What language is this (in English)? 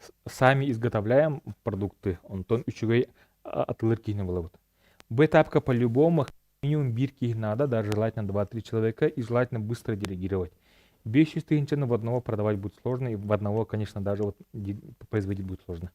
Yakut